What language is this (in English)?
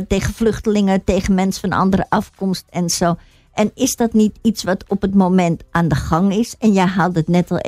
Dutch